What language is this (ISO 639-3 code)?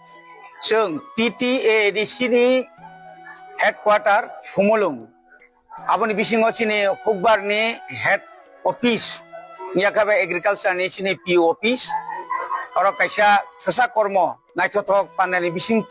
trp